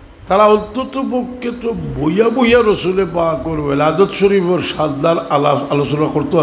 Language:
Sylheti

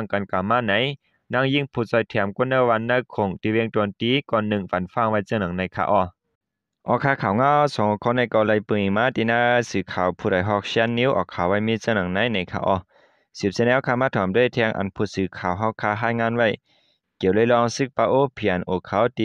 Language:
Shan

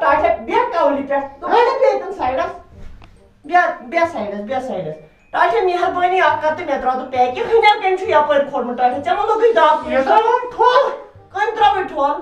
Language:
Kashmiri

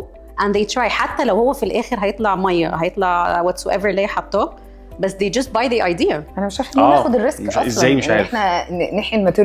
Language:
Egyptian Arabic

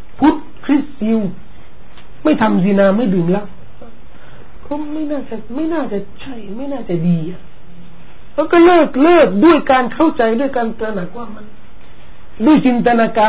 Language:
Thai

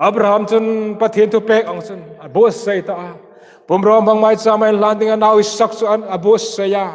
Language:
Hmar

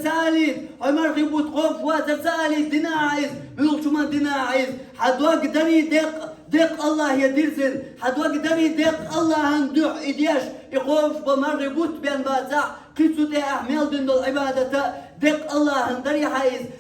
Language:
Chechen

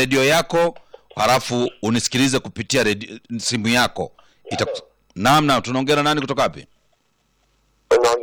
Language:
Swahili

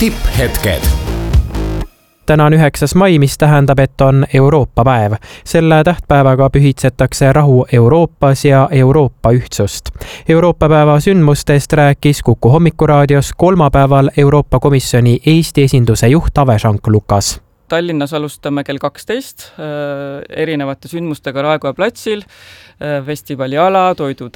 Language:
Estonian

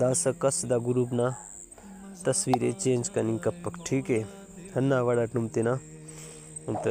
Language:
Brahui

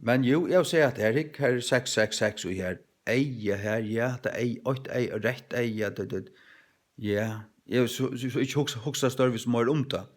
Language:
Faroese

